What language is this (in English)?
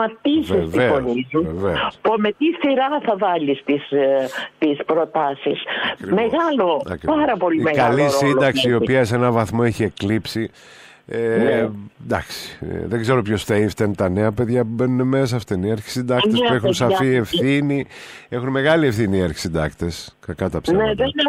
Greek